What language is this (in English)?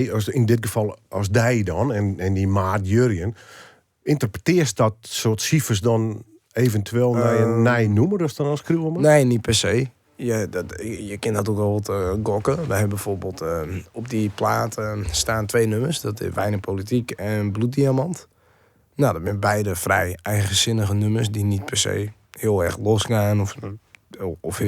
Western Frisian